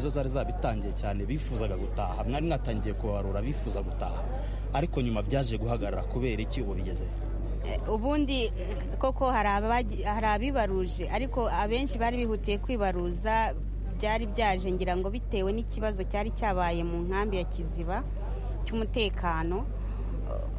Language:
Kinyarwanda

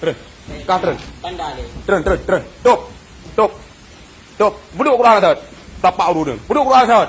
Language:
Achinese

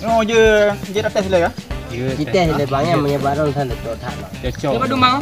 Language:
Achinese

